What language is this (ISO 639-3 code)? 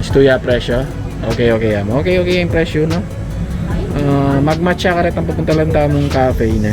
pam